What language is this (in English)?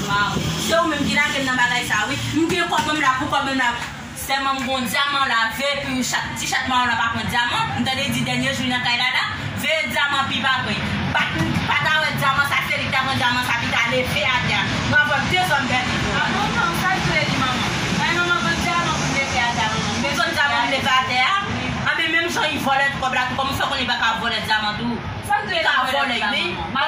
Haitian Creole